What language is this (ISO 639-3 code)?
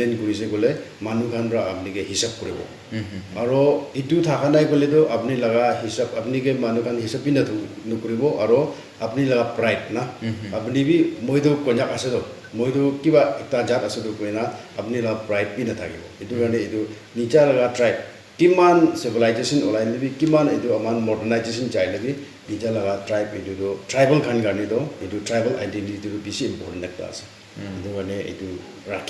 nag